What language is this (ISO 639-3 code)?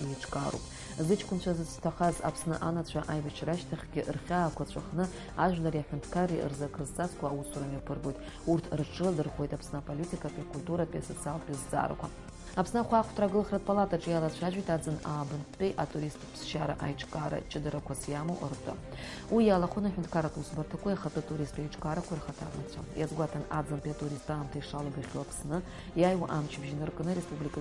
abk